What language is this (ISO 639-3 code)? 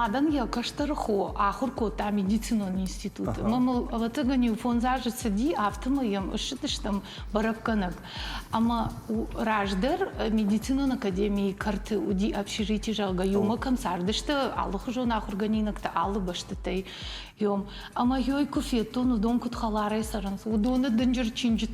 oss